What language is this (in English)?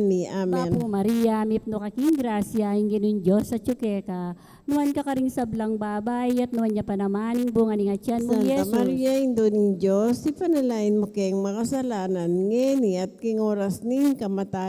Pampanga